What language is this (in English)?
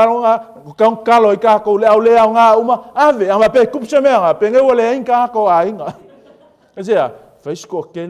Samoan